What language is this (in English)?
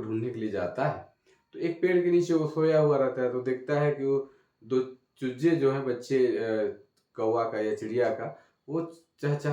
Sadri